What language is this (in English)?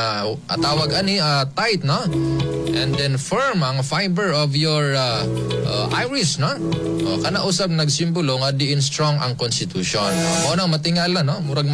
Cebuano